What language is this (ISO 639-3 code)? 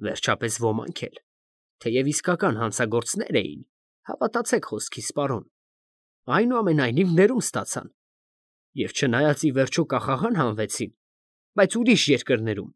hye